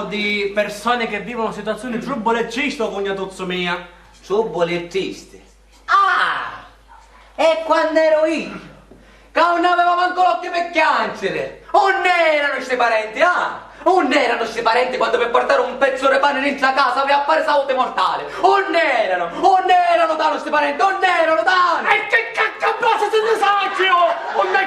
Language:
Sicilian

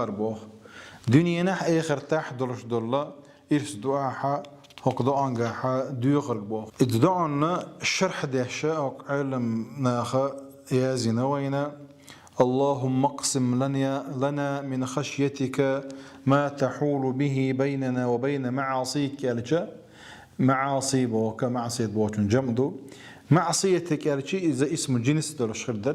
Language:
Chechen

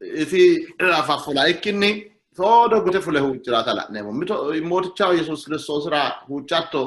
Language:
Sidamo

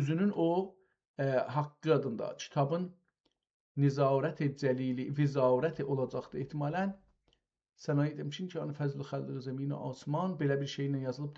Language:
South Azerbaijani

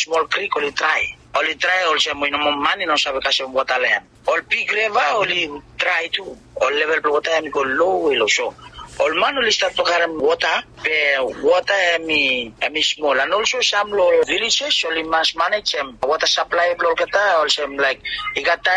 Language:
Bislama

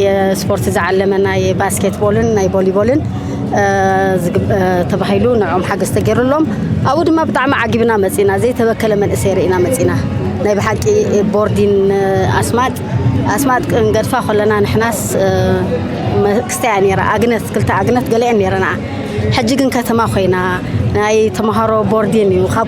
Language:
Tigrinya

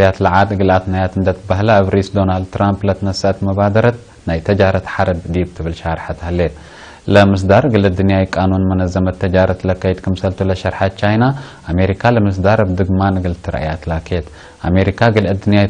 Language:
Tigre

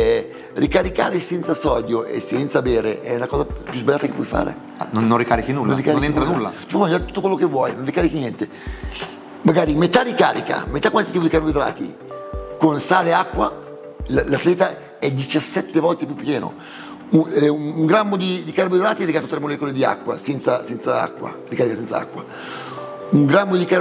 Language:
Italian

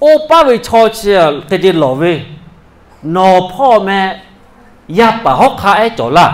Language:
Lahu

